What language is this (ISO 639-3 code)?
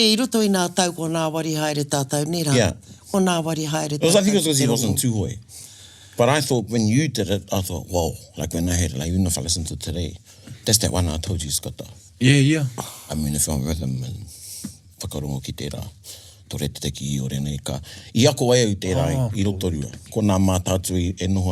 mri